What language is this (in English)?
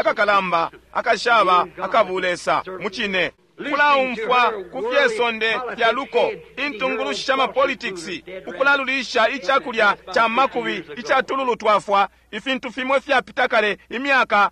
Bemba